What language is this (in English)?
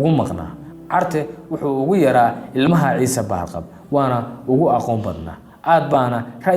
Somali